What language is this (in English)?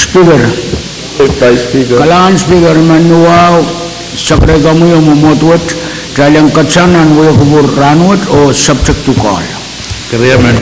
Pohnpeian